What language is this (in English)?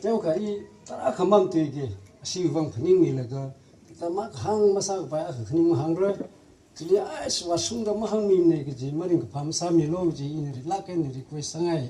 Tangkhul Naga (India)